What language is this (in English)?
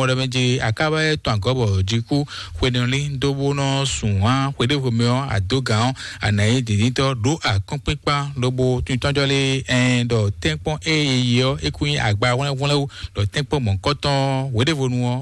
Fon